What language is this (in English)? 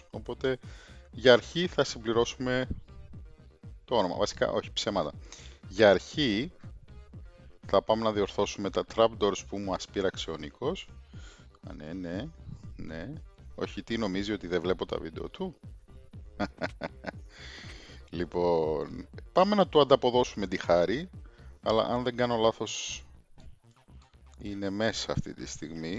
Greek